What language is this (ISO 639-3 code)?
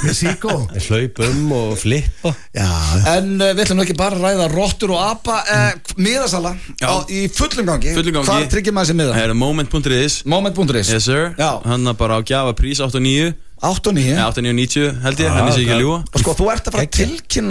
isl